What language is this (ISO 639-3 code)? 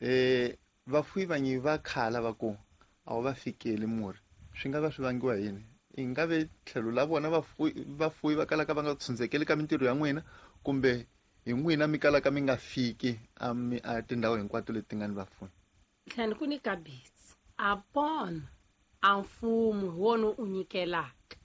tso